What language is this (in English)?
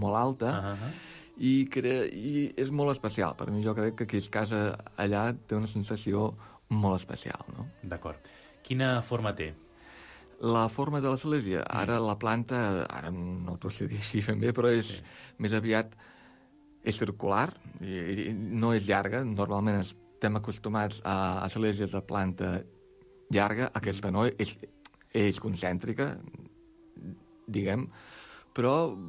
Catalan